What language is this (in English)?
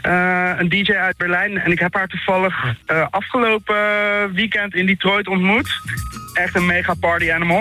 Dutch